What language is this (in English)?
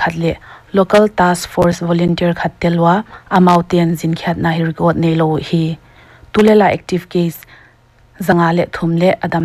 Paite Chin